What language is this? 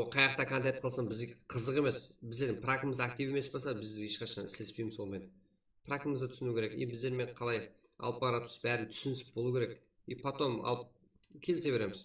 Kara-Kalpak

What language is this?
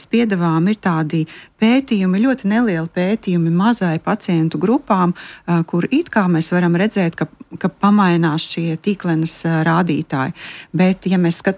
Latvian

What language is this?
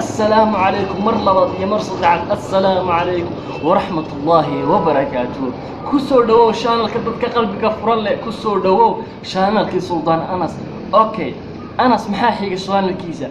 Somali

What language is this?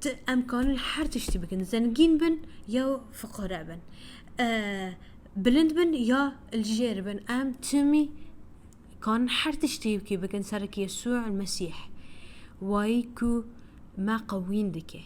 Kurdish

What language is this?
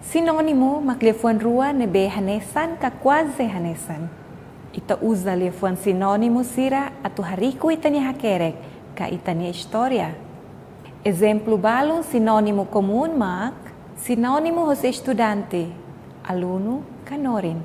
Tetum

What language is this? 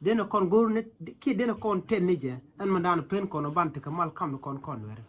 Nuer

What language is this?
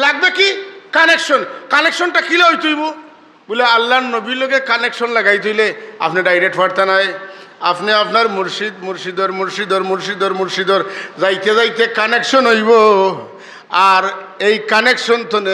Sylheti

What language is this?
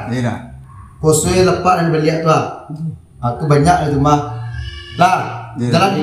Minangkabau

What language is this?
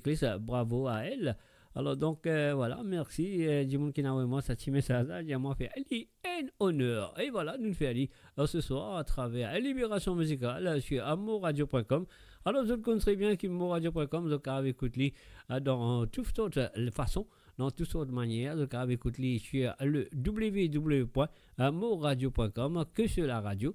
Morisyen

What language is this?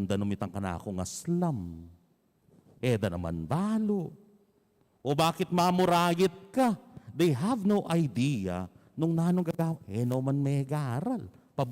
Pampanga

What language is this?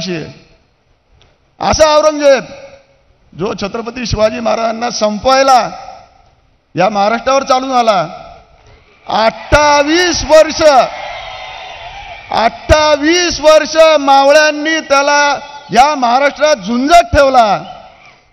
Marathi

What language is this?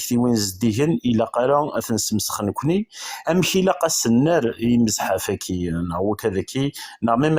Kabyle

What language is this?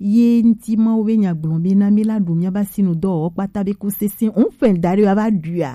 Gen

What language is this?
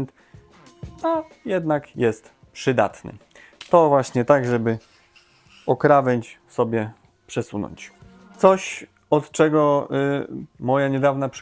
Polish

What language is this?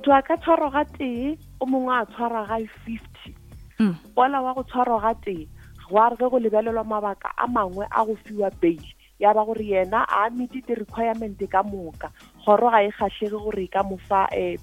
Northern Sotho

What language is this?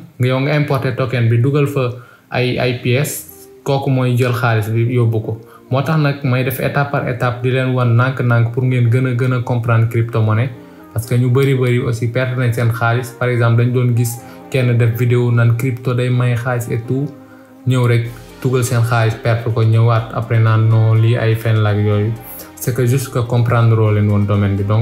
Wolof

